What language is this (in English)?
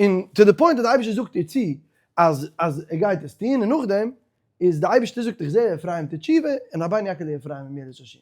Yiddish